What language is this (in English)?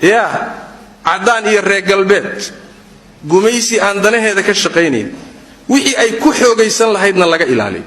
Somali